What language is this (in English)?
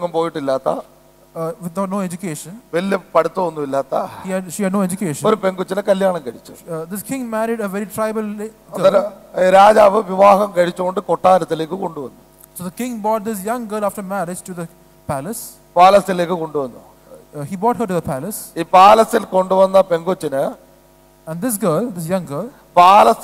Malayalam